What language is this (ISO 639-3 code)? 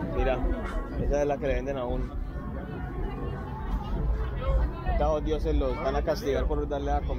spa